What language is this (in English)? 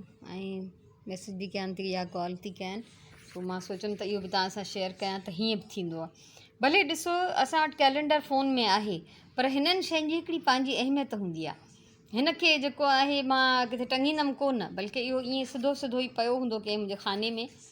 Sindhi